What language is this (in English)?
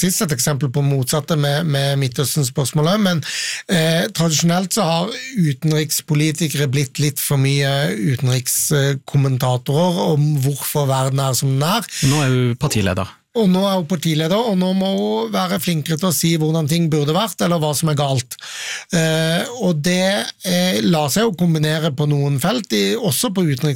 Norwegian